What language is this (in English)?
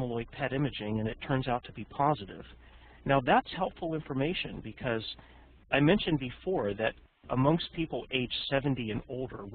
English